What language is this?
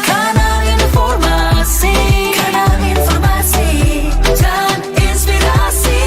Manado Malay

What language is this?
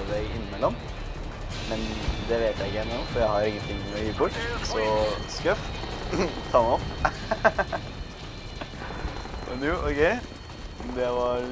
Norwegian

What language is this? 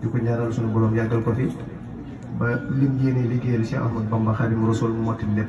Wolof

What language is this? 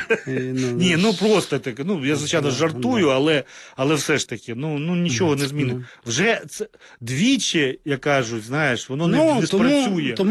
Ukrainian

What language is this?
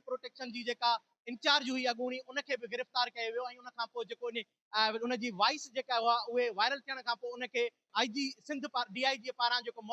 Sindhi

